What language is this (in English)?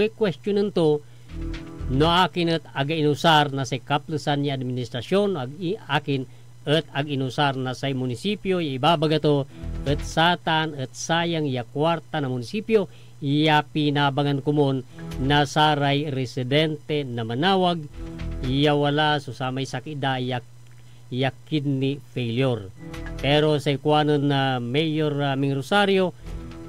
Pangasinan